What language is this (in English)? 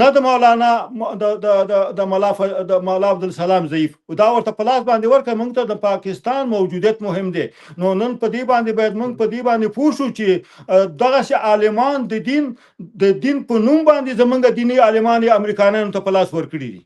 Pashto